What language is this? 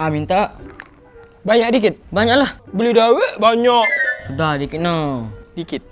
Musi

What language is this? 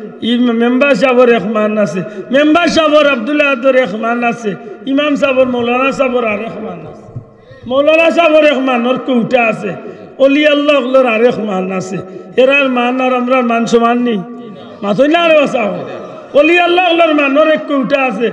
Sylheti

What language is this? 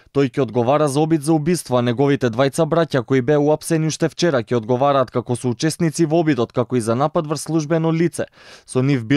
Macedonian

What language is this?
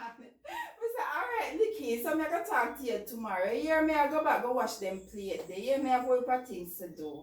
Jamaican Creole English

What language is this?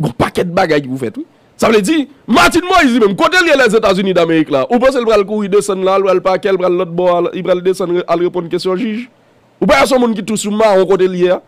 Haitian Creole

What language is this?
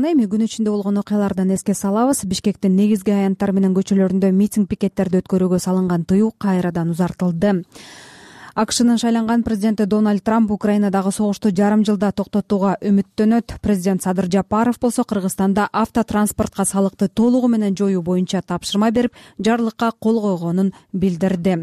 Kyrgyz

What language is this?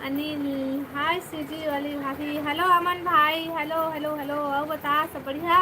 Chhattisgarhi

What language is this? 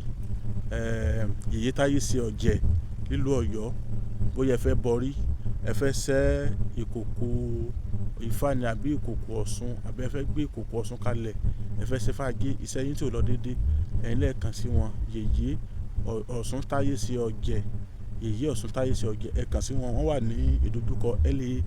Yoruba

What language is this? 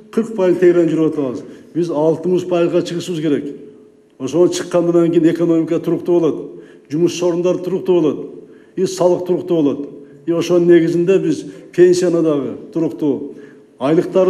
Kyrgyz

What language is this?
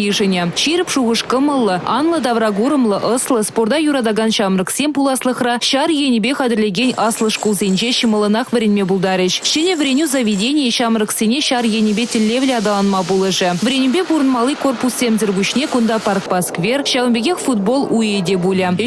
Chuvash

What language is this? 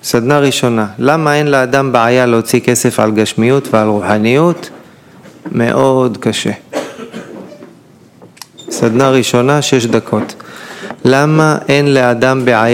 Hebrew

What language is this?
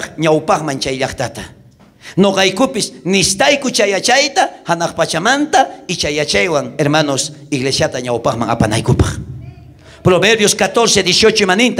South Bolivian Quechua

